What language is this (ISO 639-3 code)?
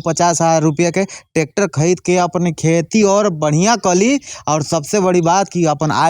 bho